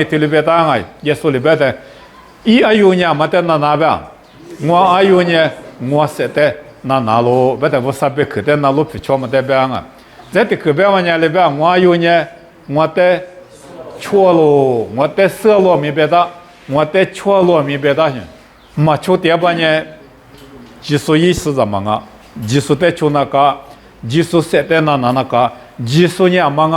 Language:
Lisu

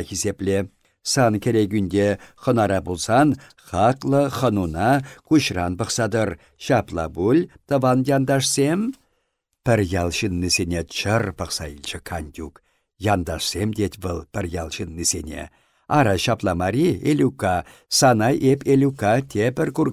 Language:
Chuvash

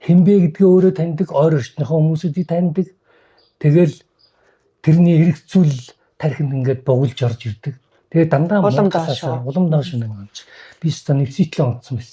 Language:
Mongolian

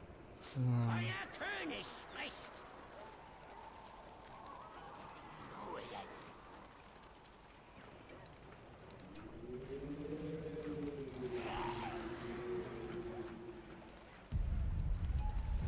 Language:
German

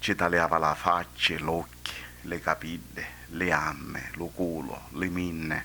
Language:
Sicilian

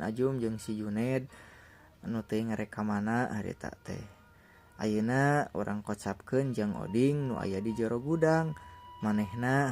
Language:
Sundanese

